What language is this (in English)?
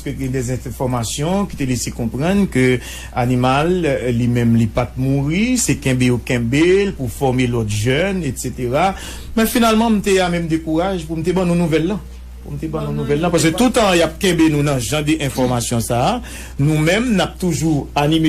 Haitian Creole